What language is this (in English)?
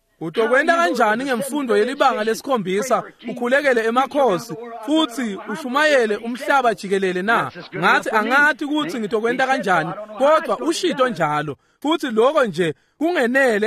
Swati